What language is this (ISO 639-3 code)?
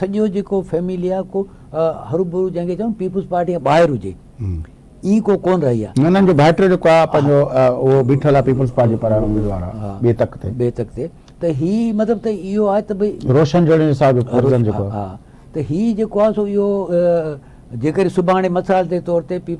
snd